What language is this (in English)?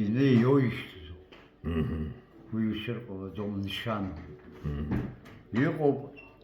Abkhazian